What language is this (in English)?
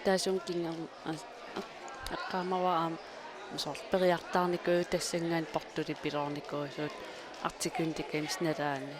Kalaallisut